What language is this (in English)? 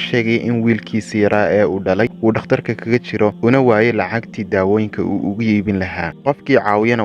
Somali